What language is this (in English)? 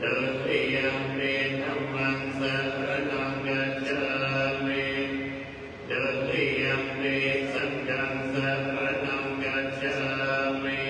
Pali